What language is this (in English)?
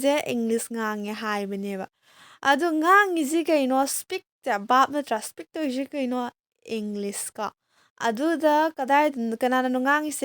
Manipuri